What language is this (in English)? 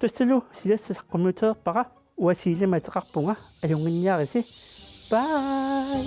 Kalaallisut